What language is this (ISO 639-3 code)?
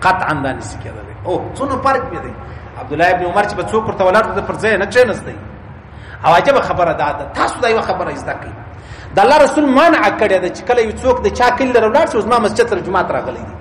pus